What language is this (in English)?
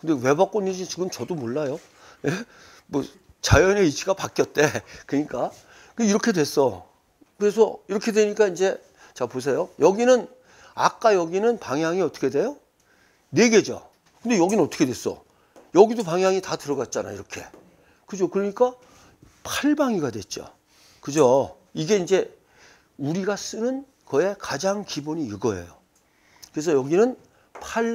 Korean